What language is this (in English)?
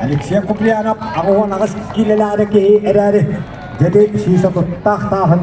Yakut